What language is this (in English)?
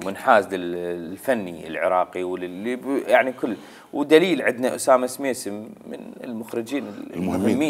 Mesopotamian Arabic